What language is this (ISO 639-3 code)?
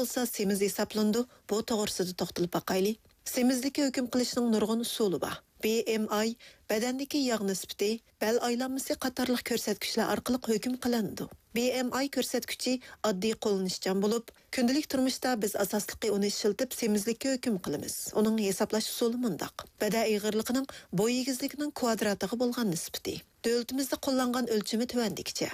uig